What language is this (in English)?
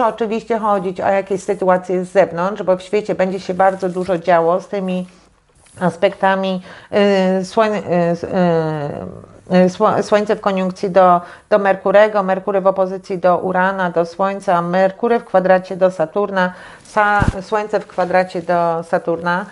Polish